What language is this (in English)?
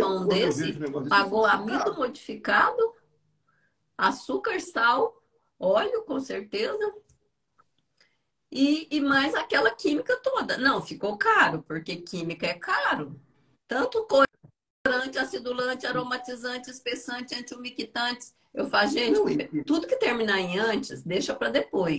Portuguese